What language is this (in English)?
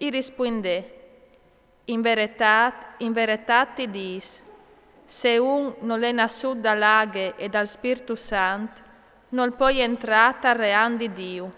Friulian